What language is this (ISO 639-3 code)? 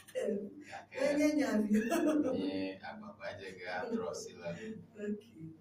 ewe